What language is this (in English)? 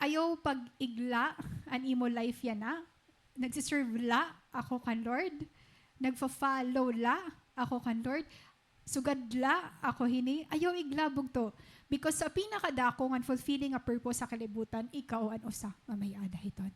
Waray